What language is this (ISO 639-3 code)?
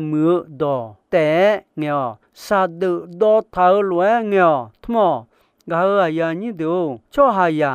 ahk